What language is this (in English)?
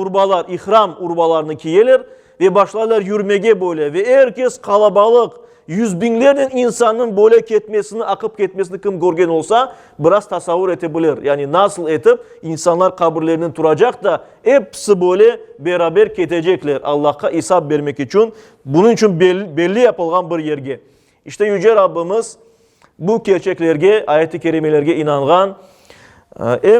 Crimean Tatar